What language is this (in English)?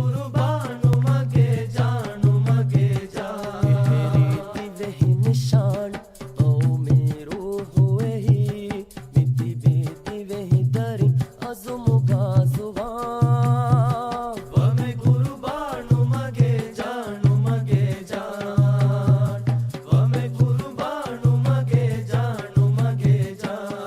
Divehi